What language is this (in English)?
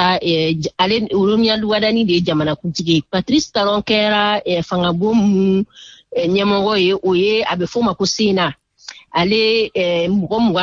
Bambara